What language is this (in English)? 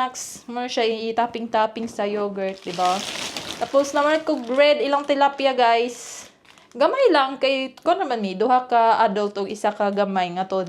Cebuano